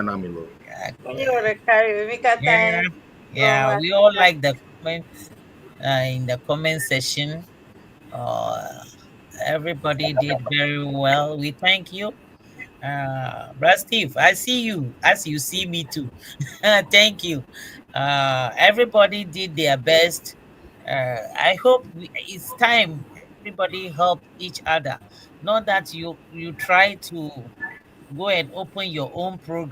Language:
Ewe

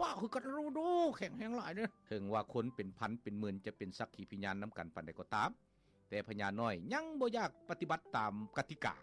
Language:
Lao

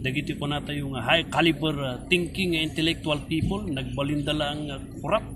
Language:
Iloko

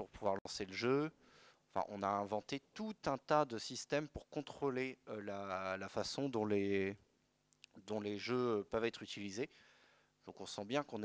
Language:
French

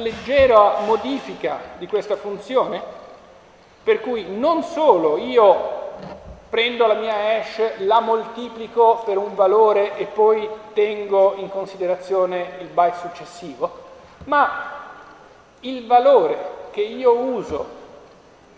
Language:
Italian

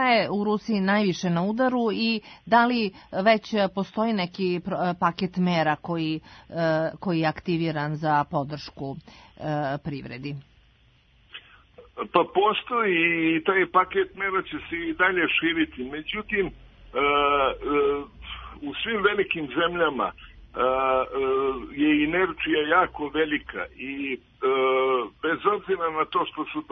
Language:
Serbian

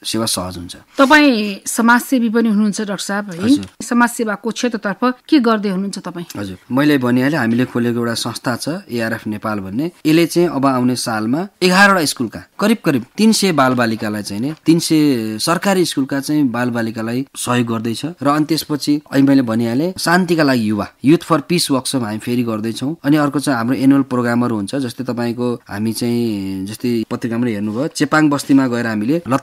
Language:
Nepali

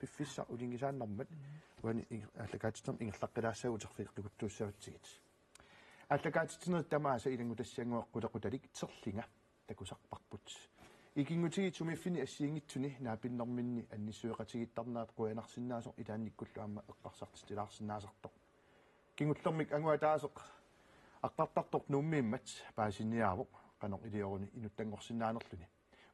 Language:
Kalaallisut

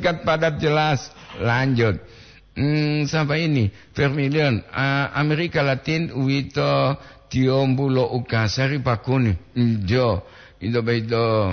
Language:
Gorontalo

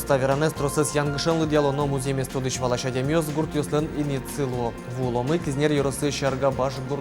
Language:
Udmurt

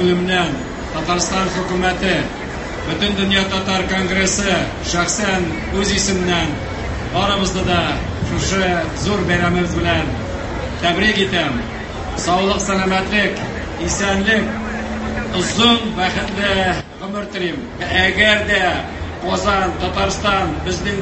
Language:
Tatar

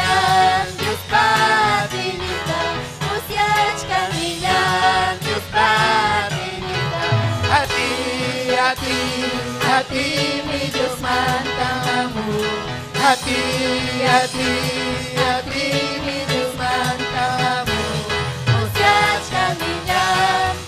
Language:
Ayacucho Quechua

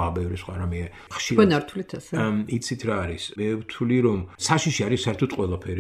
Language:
Georgian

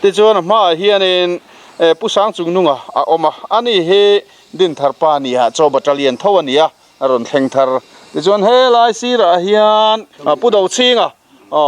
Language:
Mizo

